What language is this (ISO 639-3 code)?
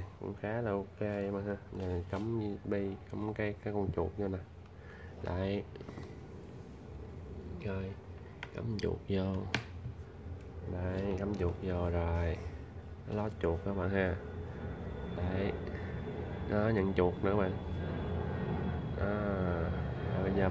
vie